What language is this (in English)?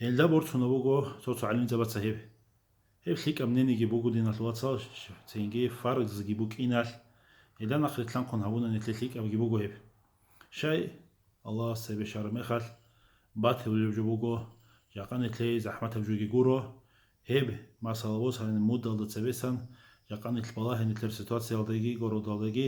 Avaric